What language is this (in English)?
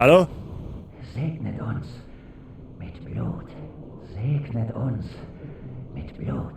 Bavarian